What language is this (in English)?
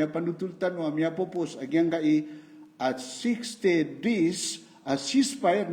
Maranao